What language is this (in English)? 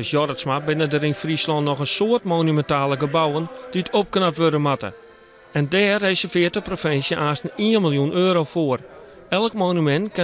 Western Frisian